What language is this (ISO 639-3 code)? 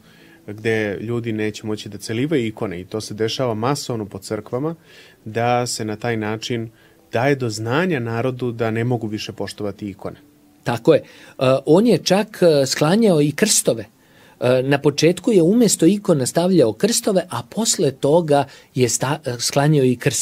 srp